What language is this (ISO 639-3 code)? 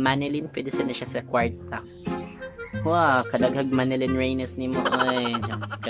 ceb